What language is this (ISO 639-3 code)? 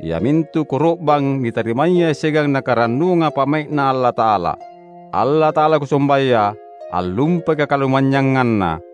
mak